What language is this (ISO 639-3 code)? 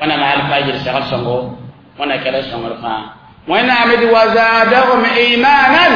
mos